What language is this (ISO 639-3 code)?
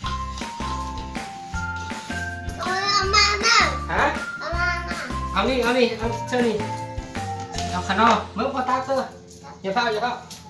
lao